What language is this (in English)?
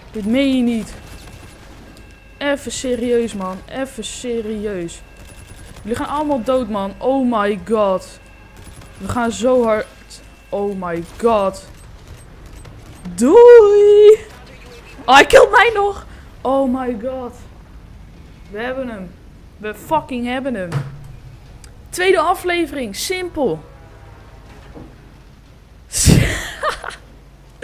Dutch